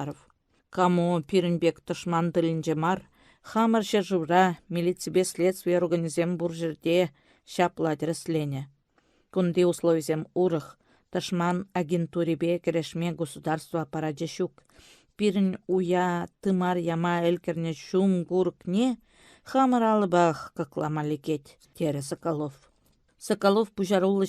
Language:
Chuvash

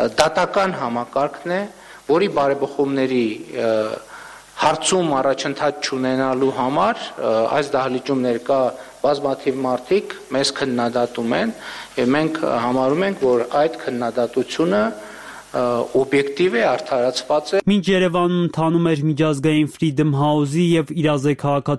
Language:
Armenian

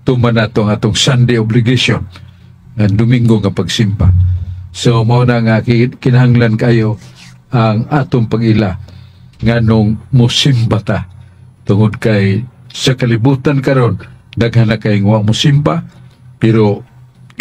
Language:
Cebuano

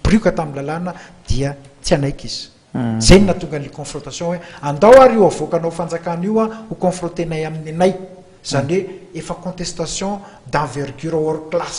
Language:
Malagasy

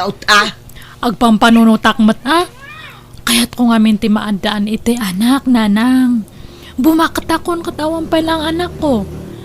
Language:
Iloko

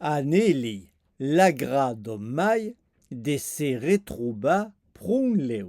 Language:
Occitan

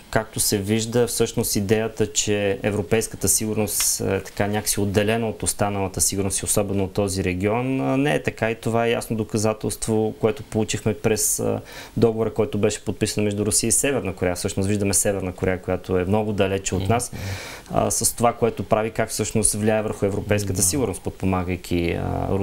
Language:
Bulgarian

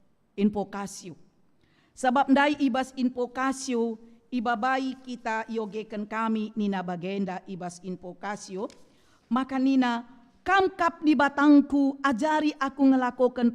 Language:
Batak Karo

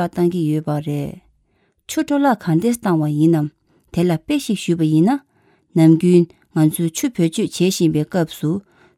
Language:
Tibetan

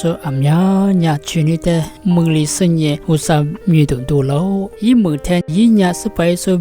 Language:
Lisu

